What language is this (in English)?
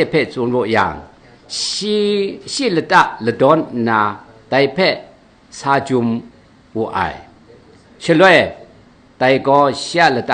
Kachin